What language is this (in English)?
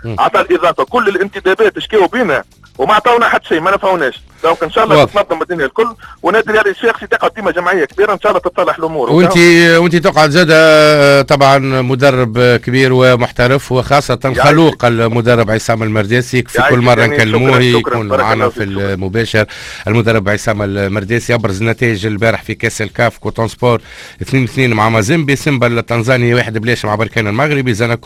Tunisian Arabic